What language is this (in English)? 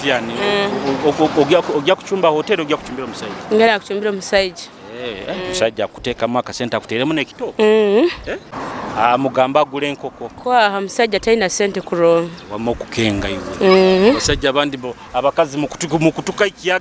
Nyoro